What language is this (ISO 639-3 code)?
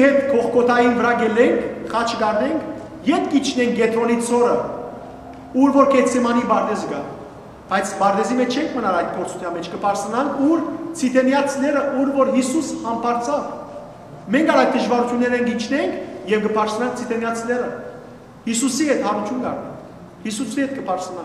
hyw